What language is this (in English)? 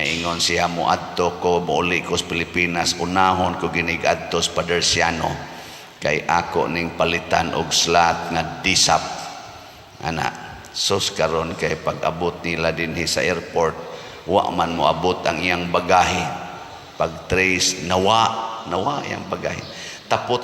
Cebuano